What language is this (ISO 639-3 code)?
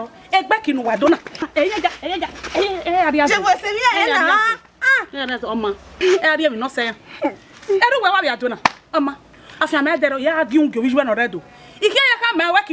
bin